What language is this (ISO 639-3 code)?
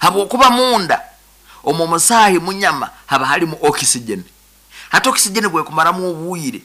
nyo